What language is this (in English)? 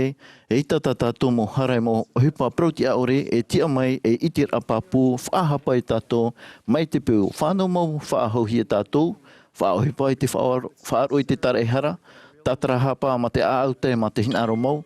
Tahitian